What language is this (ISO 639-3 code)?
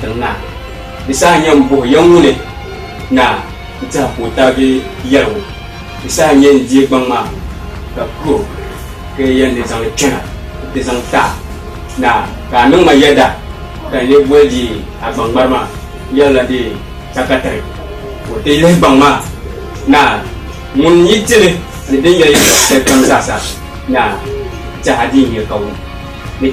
dag